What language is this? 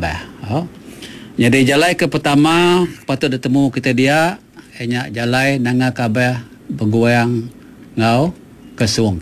Iban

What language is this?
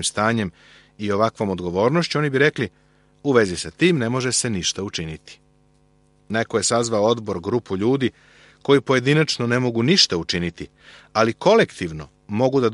Serbian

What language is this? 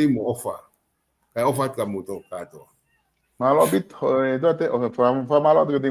Tongan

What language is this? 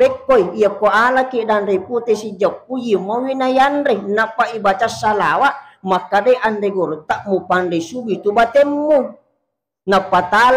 Buginese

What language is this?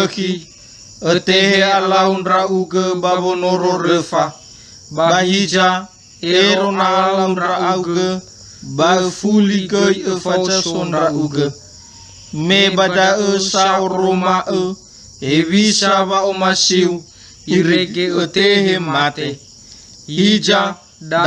Nias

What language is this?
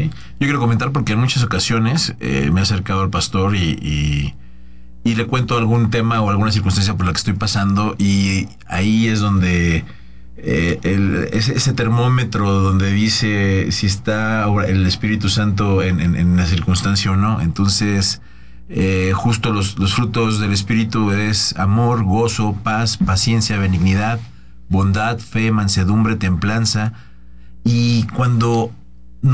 Spanish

